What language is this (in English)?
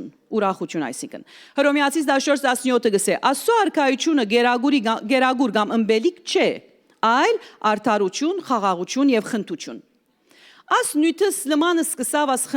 Western Armenian